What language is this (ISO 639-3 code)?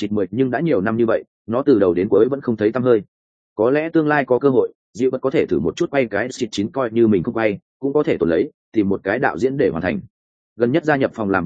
vie